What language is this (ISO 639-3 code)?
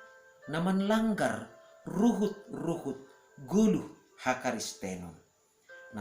bts